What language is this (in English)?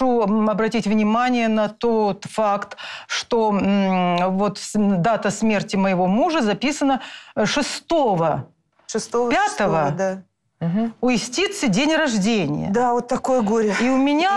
Russian